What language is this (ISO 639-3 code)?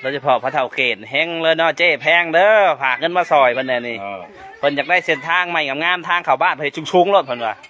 lao